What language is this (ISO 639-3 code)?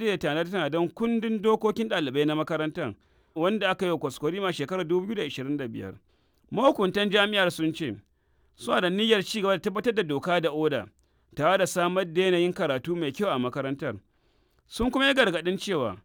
hau